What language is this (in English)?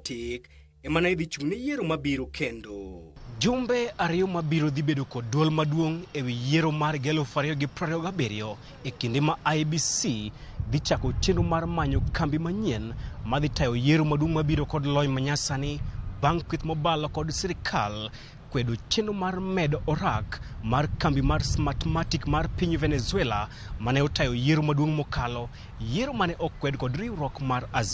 Luo (Kenya and Tanzania)